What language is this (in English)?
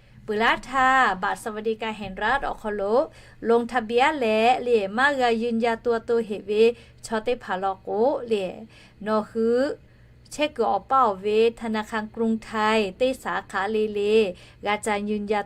Lahu